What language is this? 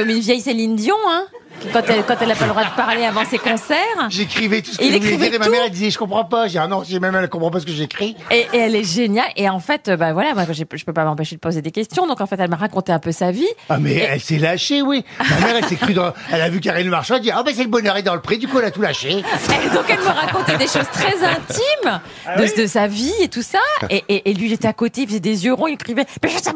French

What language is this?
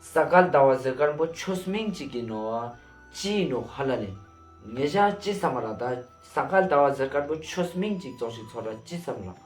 Ladakhi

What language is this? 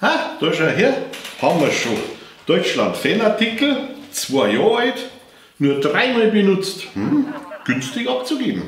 Bavarian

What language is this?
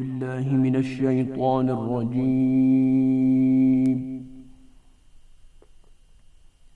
Bosnian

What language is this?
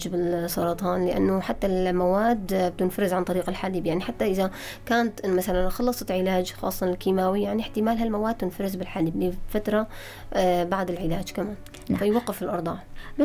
North Levantine Arabic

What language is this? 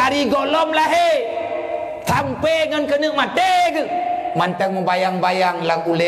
Achinese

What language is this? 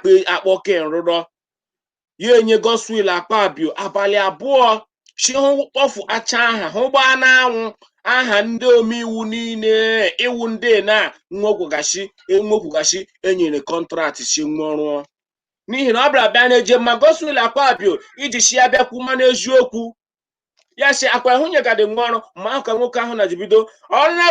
Igbo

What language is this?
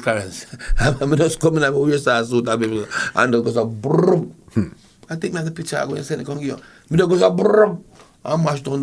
Jamaican Creole English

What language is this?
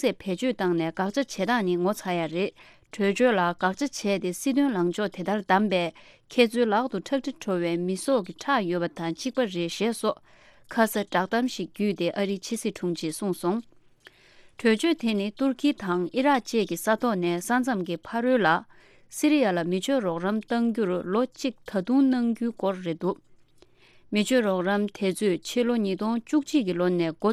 Tibetan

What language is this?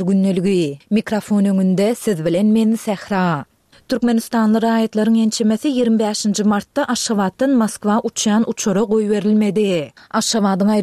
Turkmen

